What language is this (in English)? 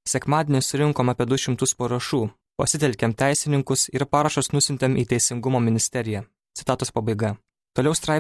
Lithuanian